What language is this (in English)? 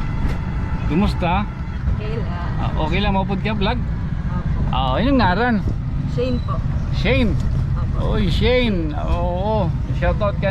Waray